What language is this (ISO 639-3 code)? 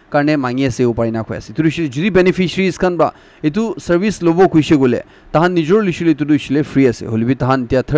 nag